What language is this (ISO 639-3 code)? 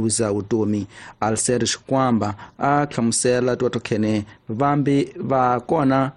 tso